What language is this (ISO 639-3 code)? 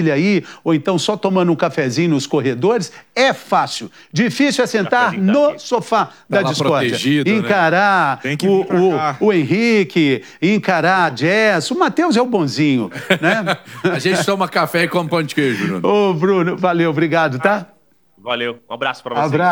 por